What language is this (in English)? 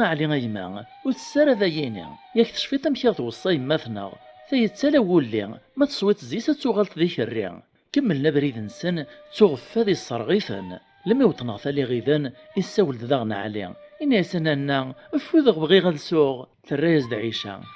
Kabyle